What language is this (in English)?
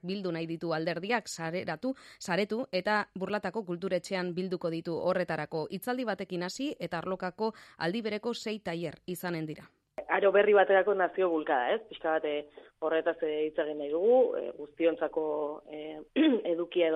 Basque